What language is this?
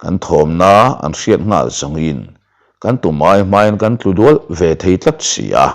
Mizo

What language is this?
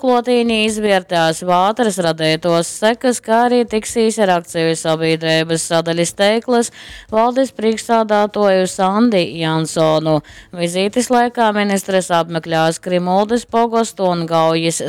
Latgalian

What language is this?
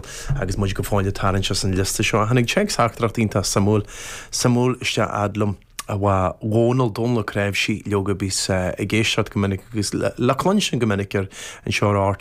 Irish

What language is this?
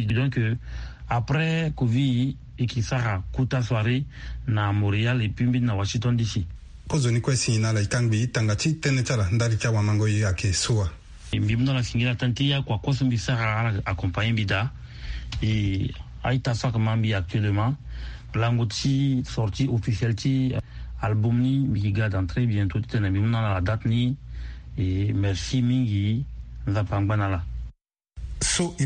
Sango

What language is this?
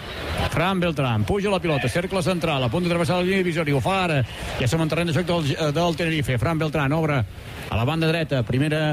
Catalan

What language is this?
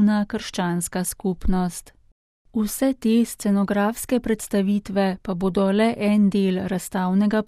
Slovenian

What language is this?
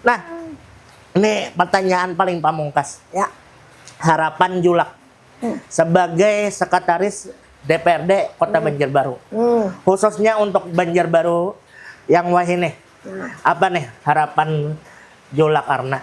Banjar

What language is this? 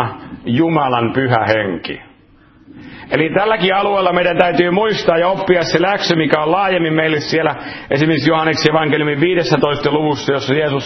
Finnish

